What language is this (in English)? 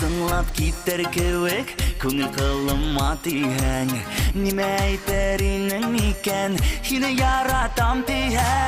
Bashkir